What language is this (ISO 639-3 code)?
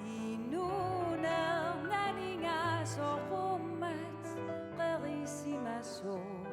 kal